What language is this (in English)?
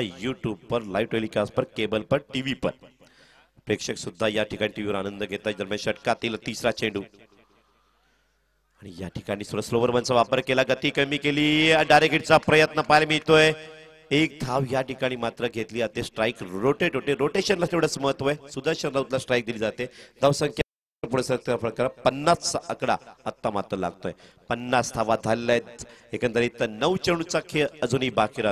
Marathi